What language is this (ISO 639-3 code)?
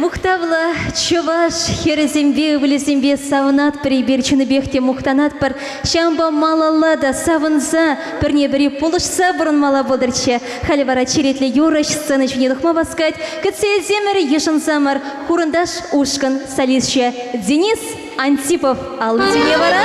chv